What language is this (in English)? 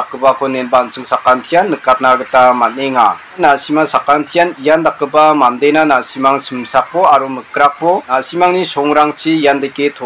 Garo